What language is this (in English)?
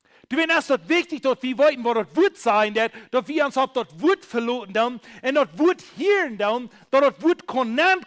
Plautdietsch